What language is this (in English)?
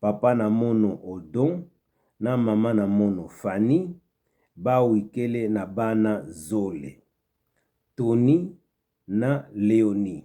Kituba (Democratic Republic of Congo)